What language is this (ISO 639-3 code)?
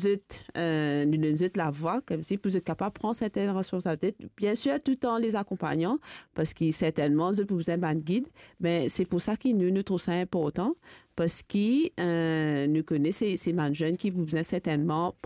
mfe